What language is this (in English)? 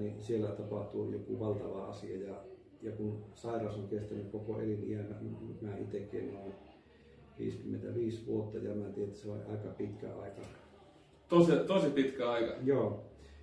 Finnish